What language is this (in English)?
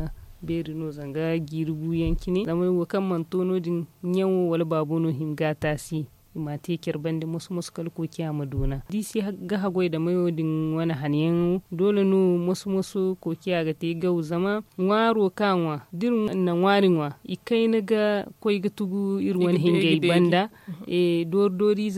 Zarma